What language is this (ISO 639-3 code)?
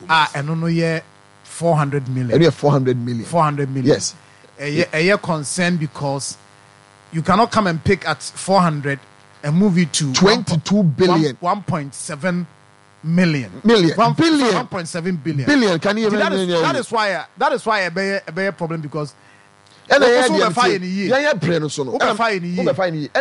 aka